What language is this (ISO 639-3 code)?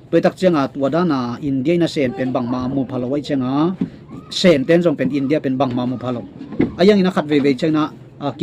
ctd